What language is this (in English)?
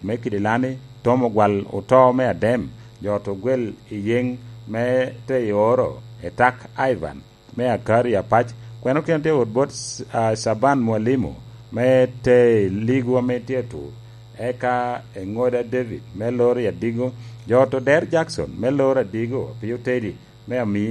Lango (Uganda)